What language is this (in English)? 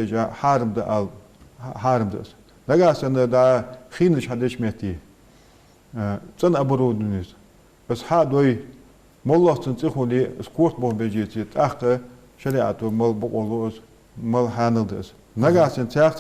Ingush